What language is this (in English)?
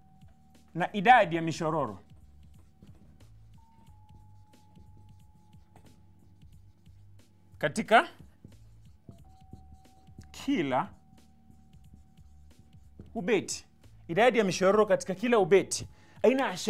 Swahili